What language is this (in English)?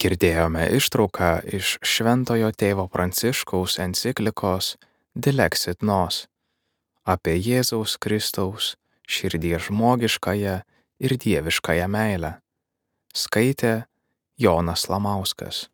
Lithuanian